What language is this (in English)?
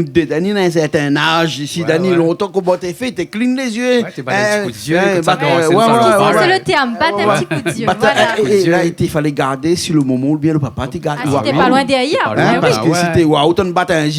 Réunion Creole French